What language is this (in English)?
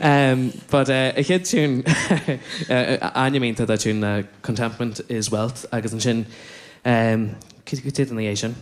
Irish